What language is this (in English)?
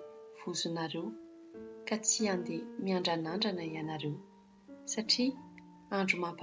Malagasy